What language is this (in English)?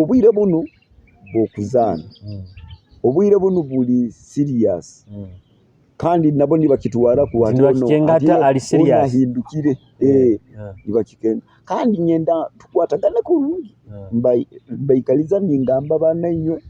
Nyoro